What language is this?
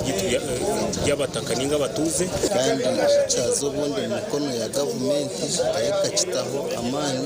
Nyankole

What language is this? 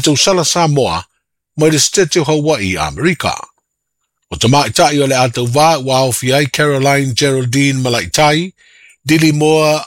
Samoan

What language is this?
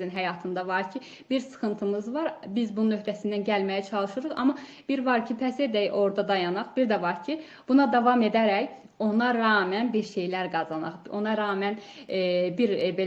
Azerbaijani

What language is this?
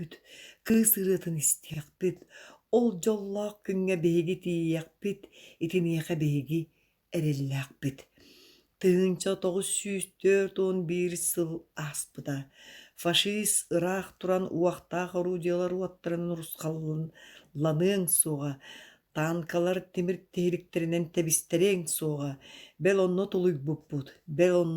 Yakut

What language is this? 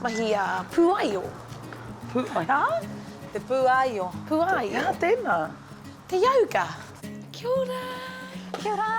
Māori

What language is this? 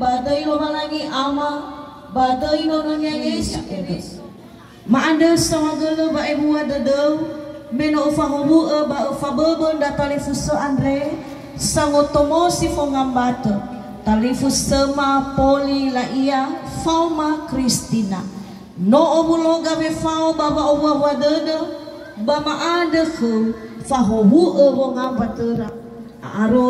Nias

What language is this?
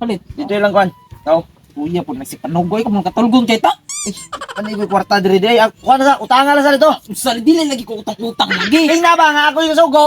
Cebuano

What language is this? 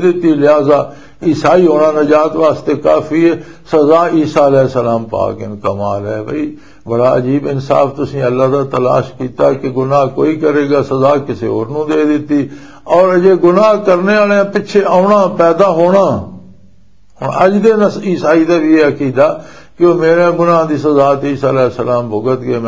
Western Panjabi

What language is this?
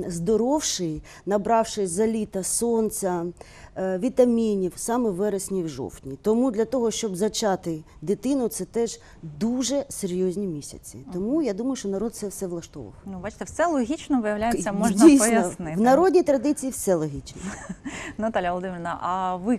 Ukrainian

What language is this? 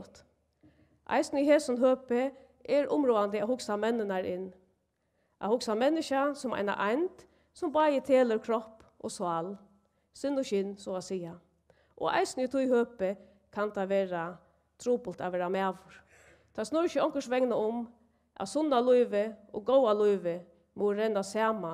Faroese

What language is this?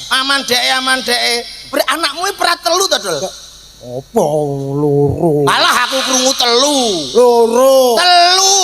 Javanese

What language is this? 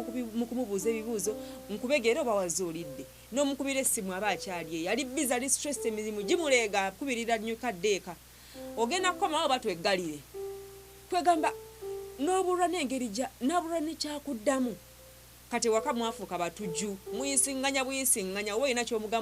Ganda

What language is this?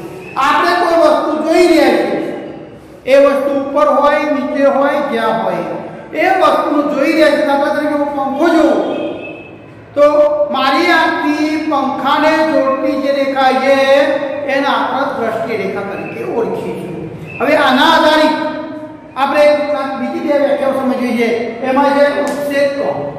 Gujarati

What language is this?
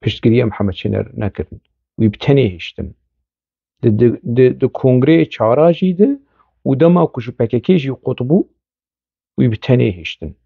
Kurdish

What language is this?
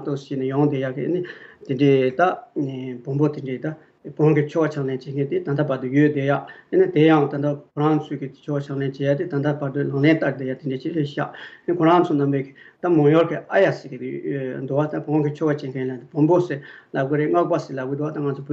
Tibetan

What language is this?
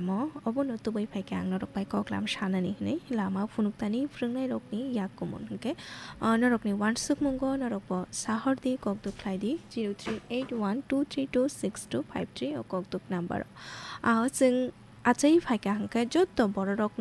Kok Borok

